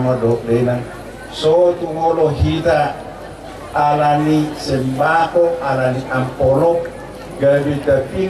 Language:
Batak Toba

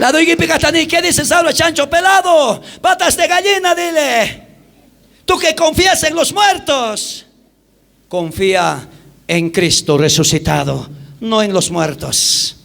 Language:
South Bolivian Quechua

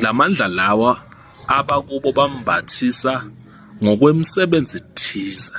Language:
Zulu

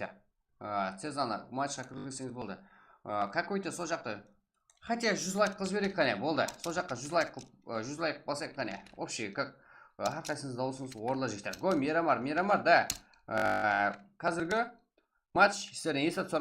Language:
Kara-Kalpak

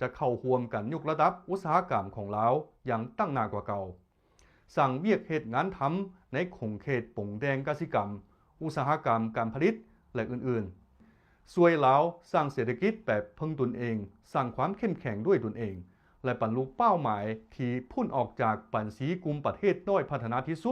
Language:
Lao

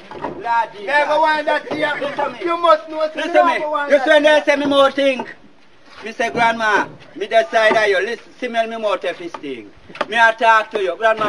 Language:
Jamaican Creole English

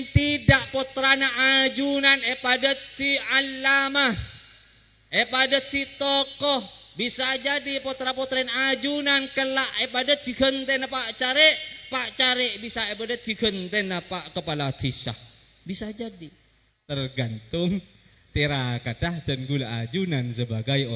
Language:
Madurese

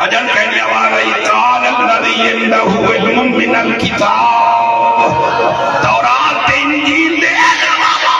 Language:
Saraiki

